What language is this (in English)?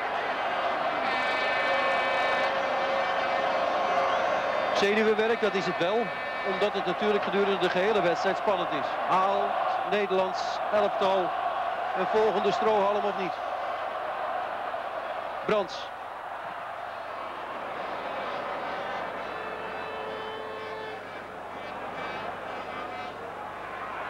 Dutch